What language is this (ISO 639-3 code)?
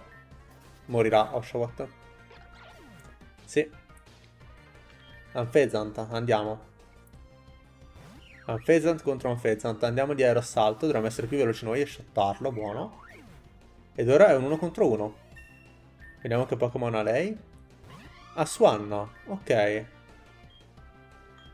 ita